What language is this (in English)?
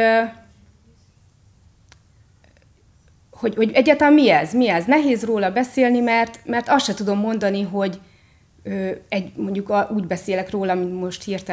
Hungarian